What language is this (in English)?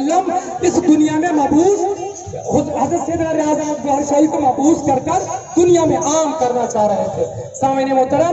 Urdu